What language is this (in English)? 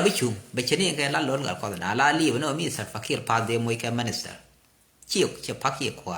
Nuer